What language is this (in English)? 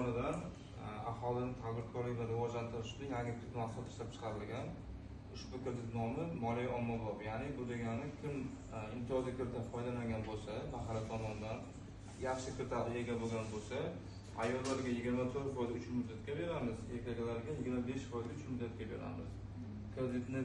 Uzbek